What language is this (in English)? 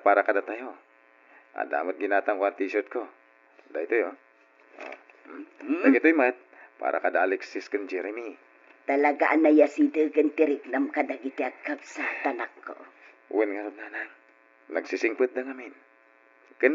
Iloko